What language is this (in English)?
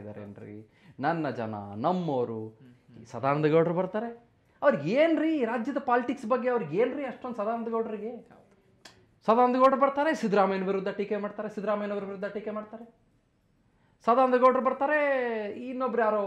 Kannada